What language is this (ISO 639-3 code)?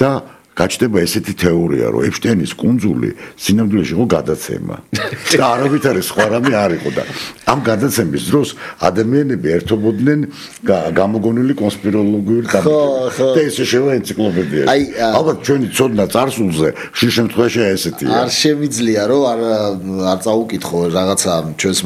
kat